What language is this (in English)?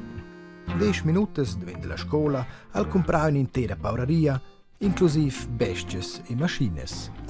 Romansh